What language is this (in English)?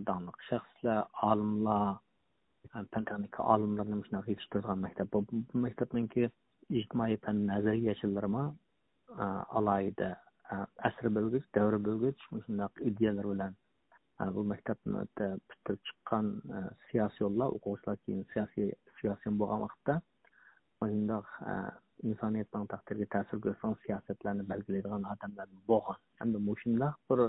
Uyghur